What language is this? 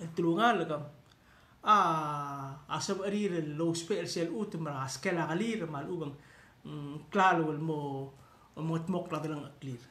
Palauan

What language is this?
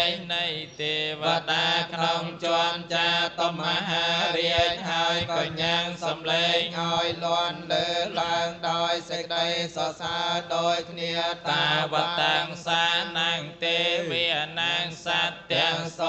Khmer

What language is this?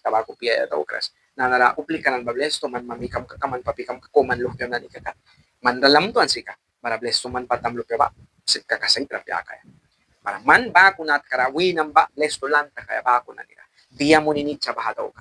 Mískito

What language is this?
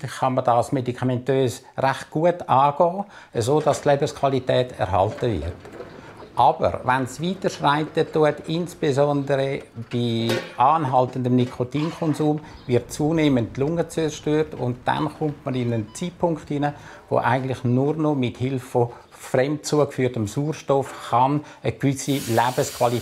German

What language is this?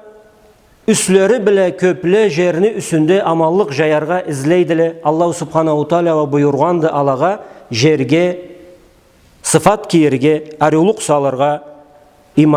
Karachay-Balkar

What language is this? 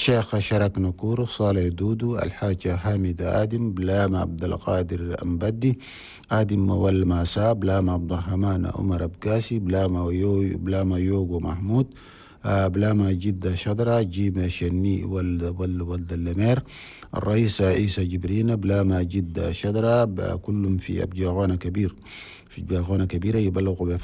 Chadian Arabic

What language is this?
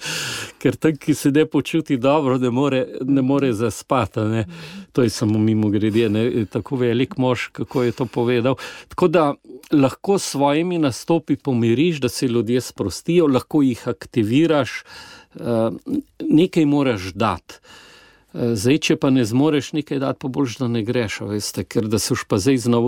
Slovenian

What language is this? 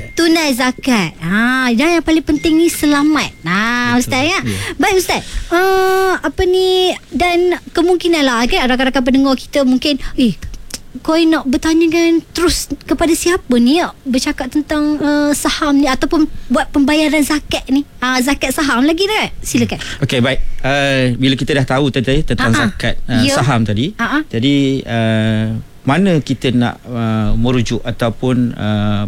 Malay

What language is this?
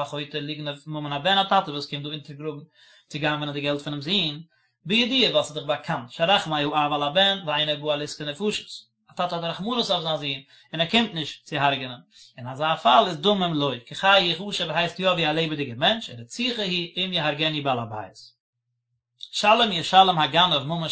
Yiddish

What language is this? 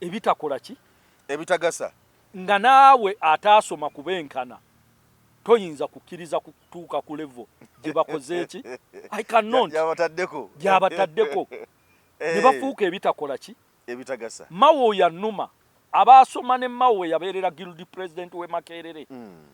Ganda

